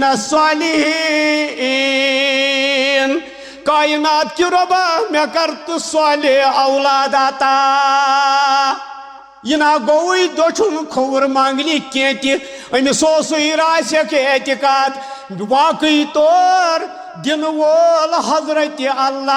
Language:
Kashmiri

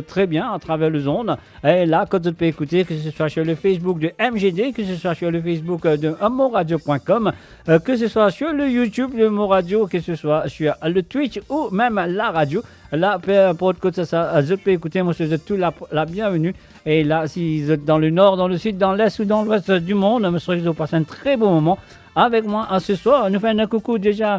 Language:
Morisyen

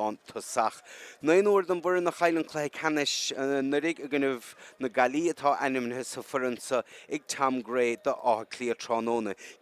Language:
Irish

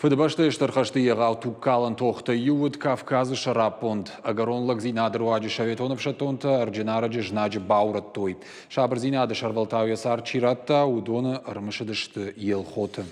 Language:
Ossetic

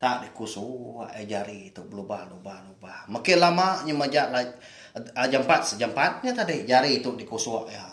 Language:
Iban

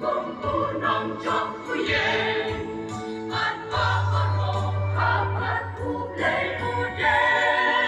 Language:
Khasi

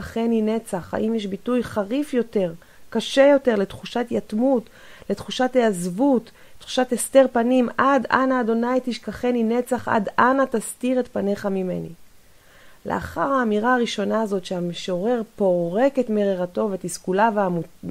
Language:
Hebrew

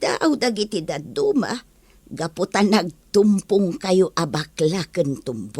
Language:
Iloko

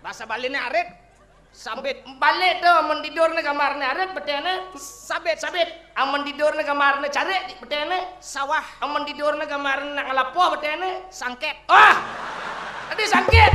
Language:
Balinese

